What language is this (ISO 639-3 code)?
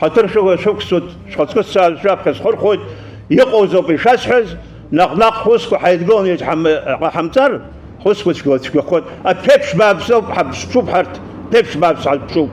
abk